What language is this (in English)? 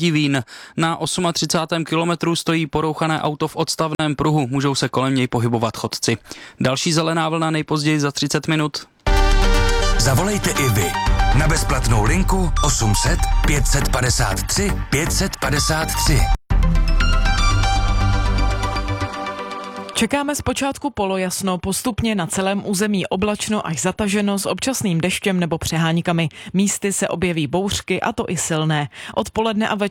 Czech